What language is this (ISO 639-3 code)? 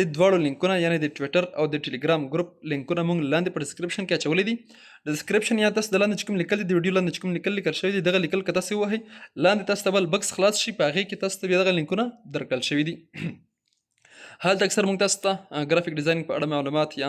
pus